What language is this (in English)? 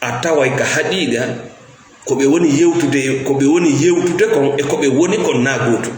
Fula